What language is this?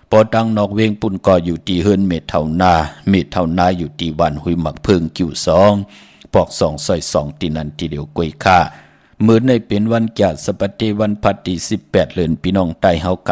Shan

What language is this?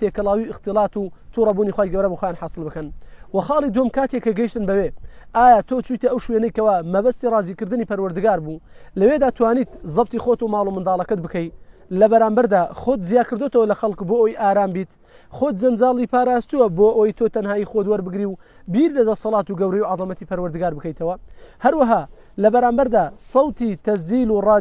Central Kurdish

